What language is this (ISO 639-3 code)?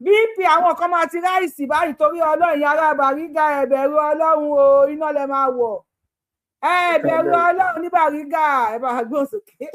yor